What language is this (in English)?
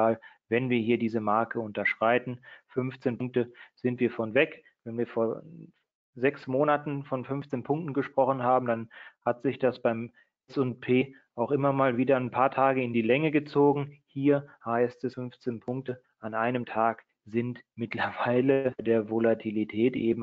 German